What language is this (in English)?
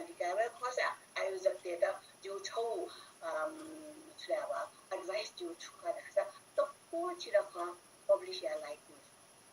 Newari